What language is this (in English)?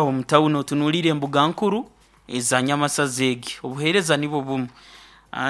Nyoro